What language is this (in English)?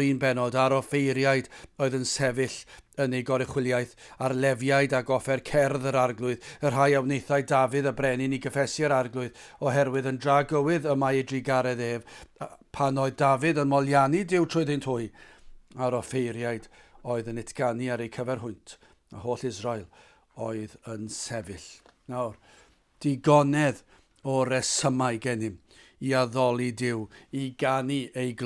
Welsh